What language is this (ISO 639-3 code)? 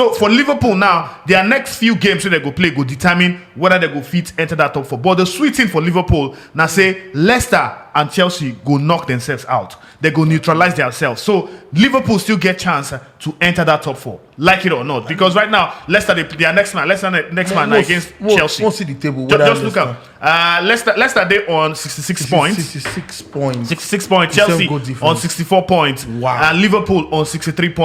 pcm